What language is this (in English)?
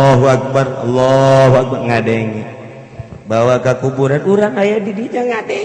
Sundanese